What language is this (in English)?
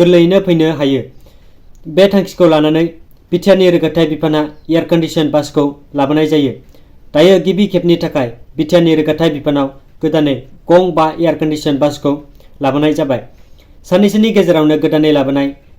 Bodo